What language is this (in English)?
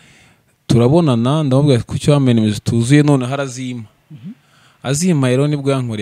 Kinyarwanda